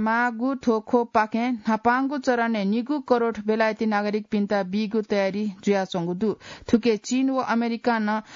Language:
Newari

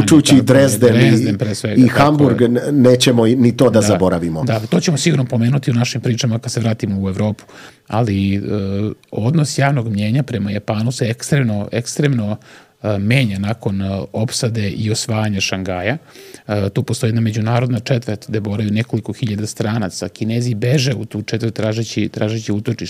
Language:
Serbian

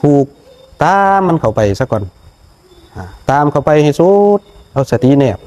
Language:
Northeastern Thai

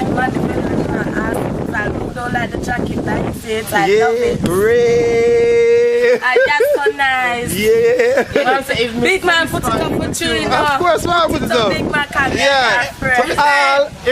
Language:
Jamaican Creole English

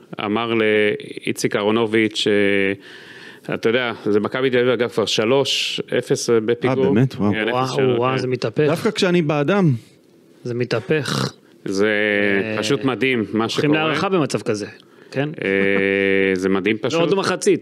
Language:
Hebrew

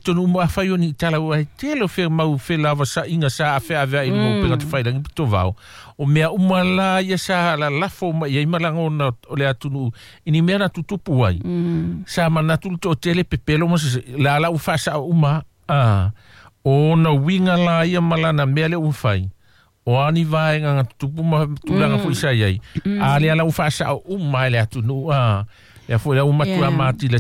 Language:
Samoan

